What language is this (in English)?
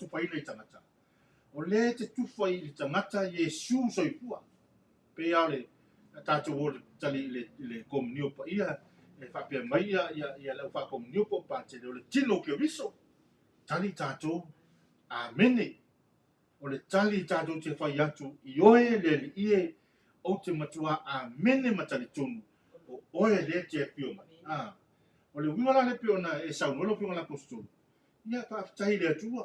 Samoan